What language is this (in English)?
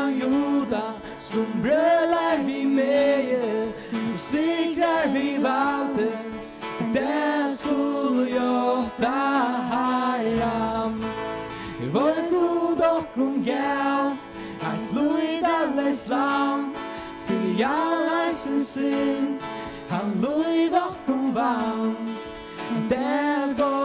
Faroese